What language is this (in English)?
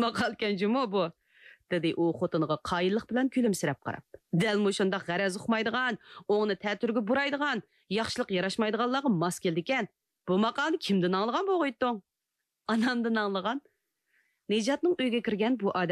Uyghur